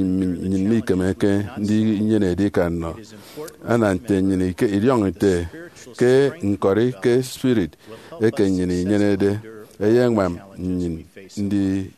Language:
Efik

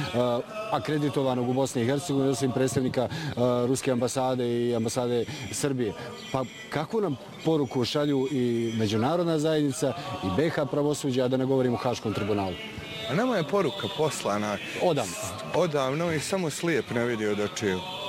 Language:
Bosnian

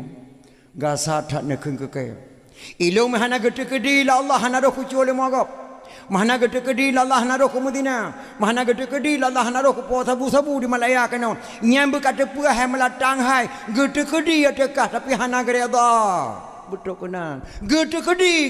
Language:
Achinese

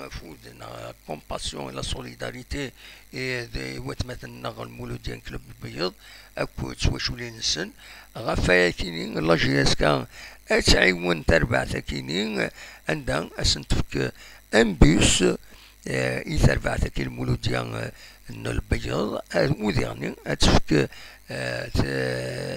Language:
Kabyle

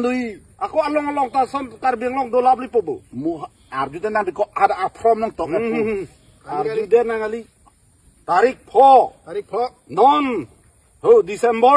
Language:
Karbi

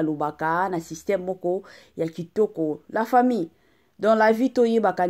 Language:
Lingala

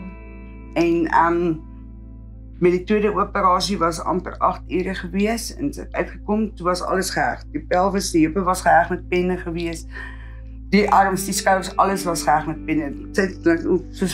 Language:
Afrikaans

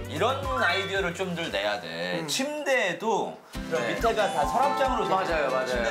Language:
Korean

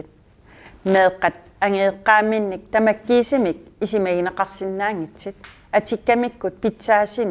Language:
Kalaallisut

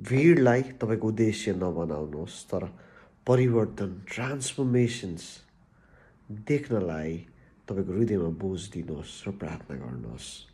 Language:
Nepali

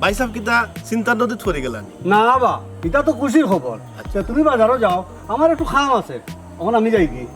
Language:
Sylheti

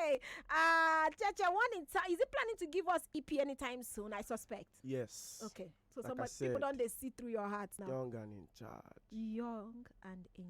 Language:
Nigerian Pidgin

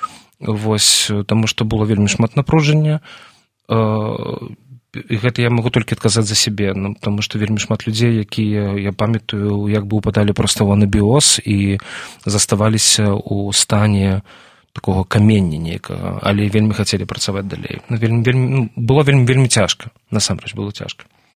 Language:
Belarusian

